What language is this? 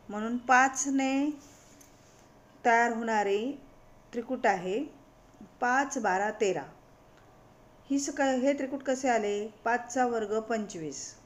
Marathi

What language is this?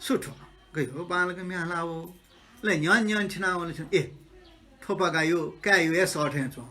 Newari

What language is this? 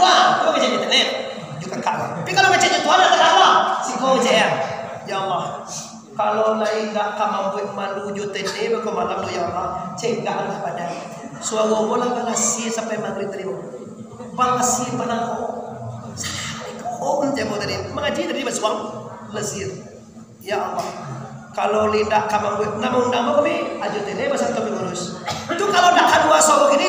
Minangkabau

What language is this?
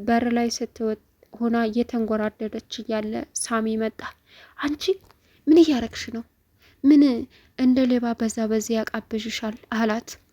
Amharic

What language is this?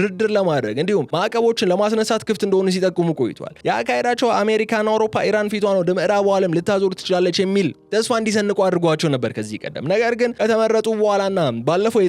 Amharic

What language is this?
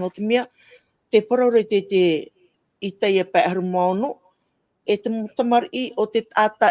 Tahitian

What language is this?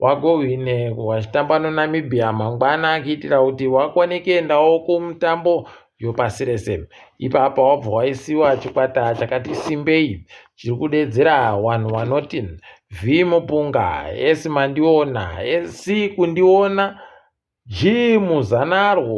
Ndau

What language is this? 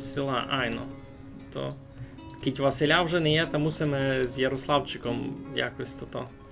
Rusyn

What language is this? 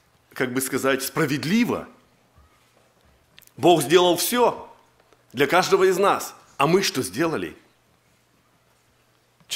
Russian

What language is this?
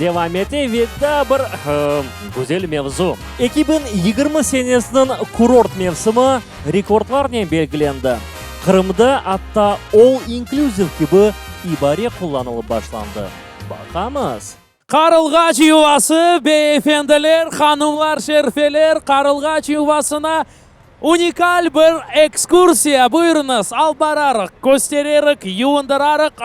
Crimean Tatar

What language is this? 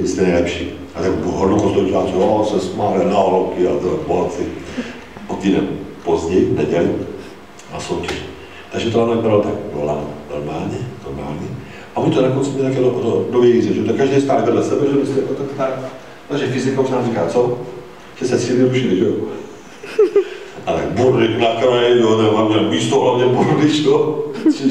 Czech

